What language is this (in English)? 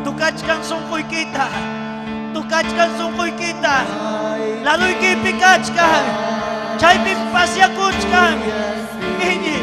Ayacucho Quechua